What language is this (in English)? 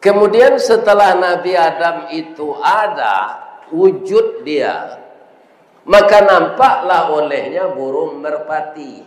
Minangkabau